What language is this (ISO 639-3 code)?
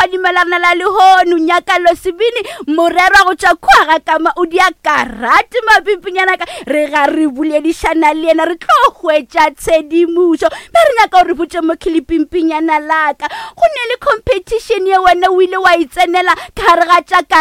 nso